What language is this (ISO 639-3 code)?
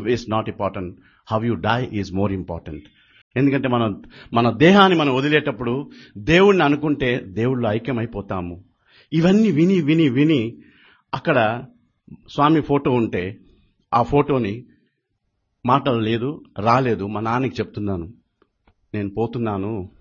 tel